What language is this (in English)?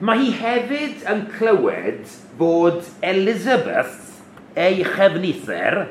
Welsh